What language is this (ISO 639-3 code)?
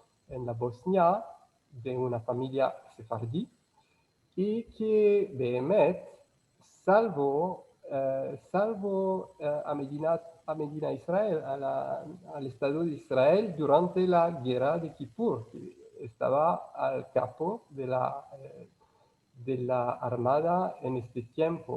lad